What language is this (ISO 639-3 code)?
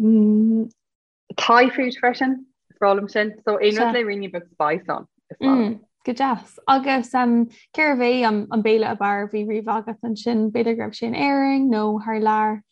gle